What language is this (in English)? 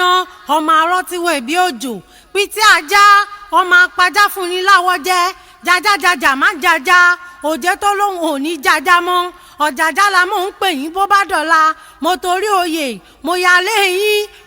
Yoruba